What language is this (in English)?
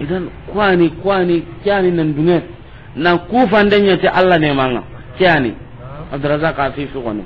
Soninke